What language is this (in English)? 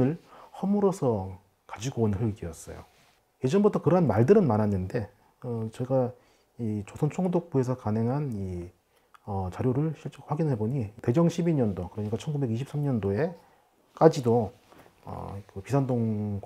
Korean